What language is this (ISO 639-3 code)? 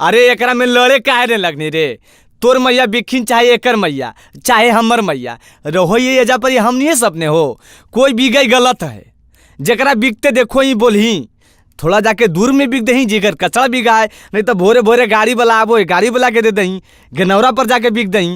mag